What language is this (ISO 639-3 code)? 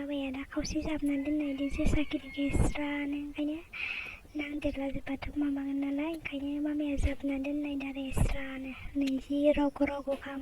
brx